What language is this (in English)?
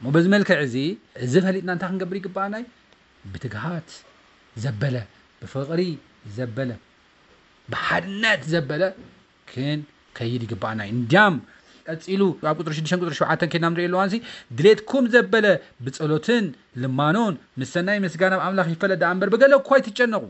Tigrinya